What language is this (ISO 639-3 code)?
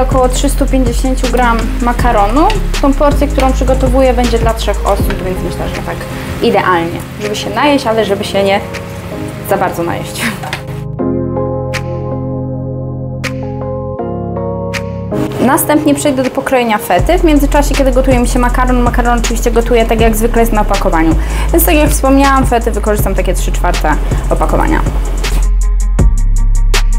pol